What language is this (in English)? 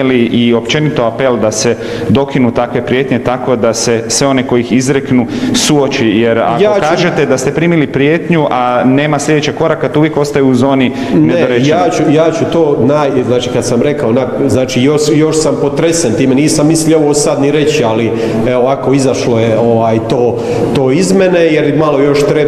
Croatian